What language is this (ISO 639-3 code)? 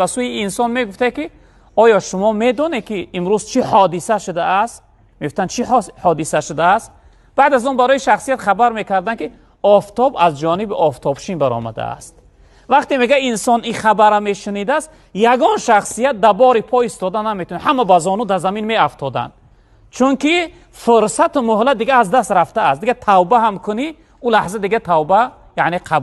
tgk